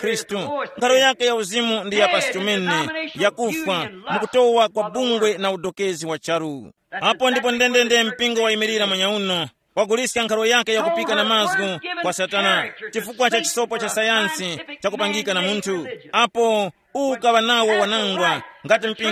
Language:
Tumbuka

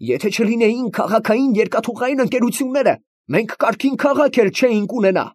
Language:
Armenian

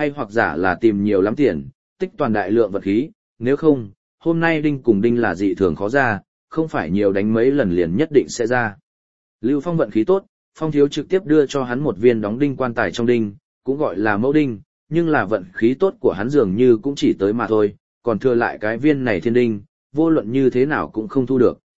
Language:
Vietnamese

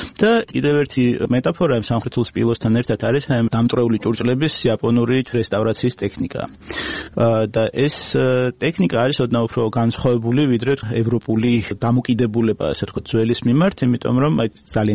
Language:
Georgian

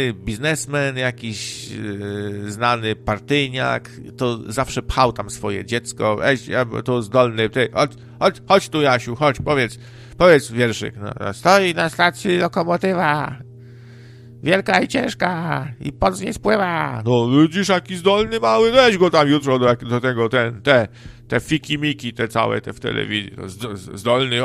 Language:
Polish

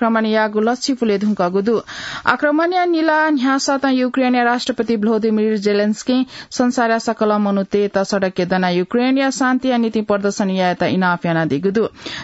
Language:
Newari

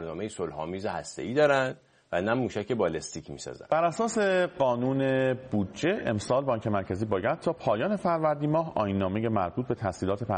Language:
Persian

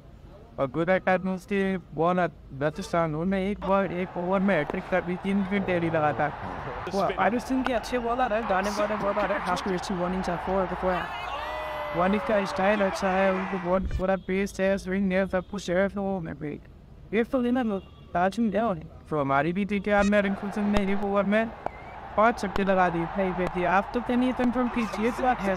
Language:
Hindi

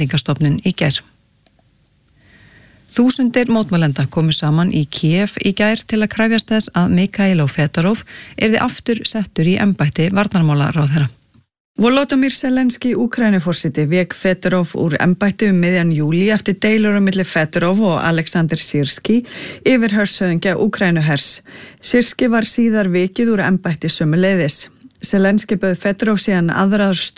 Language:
Icelandic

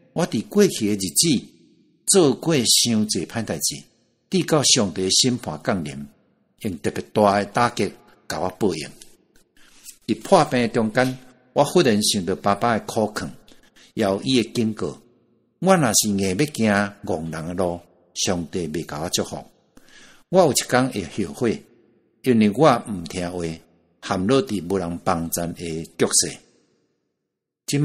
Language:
Min Nan Chinese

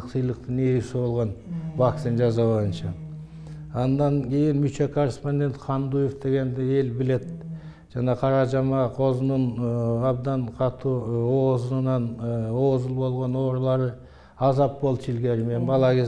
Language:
Kyrgyz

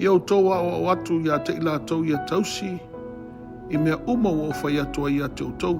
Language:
Samoan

